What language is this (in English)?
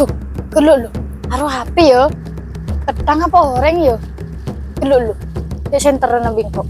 Madurese